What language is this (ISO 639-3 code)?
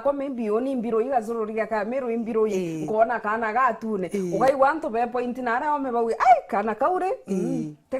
mer